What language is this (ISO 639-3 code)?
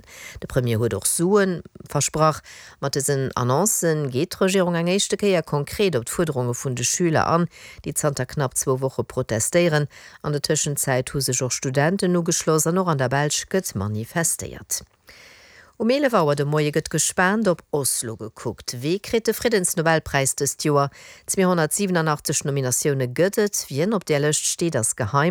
ltz